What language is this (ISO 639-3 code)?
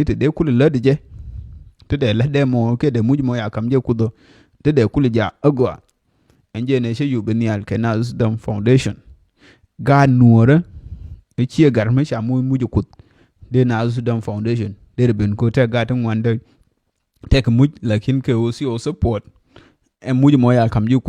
nus